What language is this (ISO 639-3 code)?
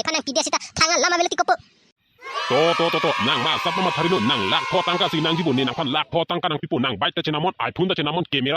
mjw